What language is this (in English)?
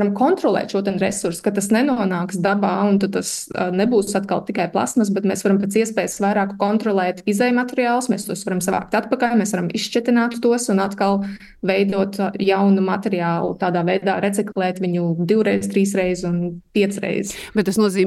Latvian